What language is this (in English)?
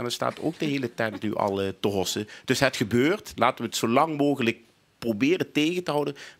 Limburgish